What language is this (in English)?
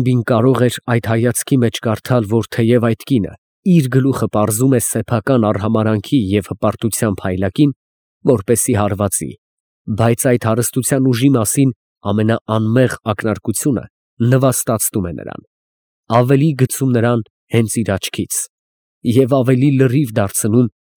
Armenian